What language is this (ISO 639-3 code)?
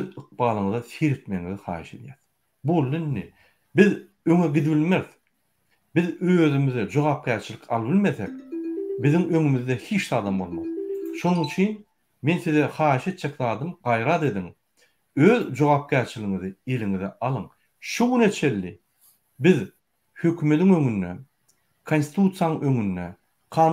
tuk